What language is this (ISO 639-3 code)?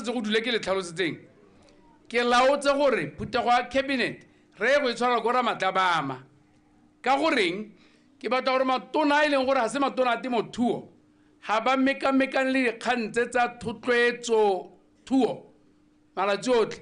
tsn